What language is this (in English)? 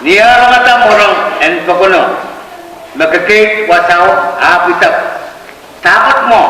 Pohnpeian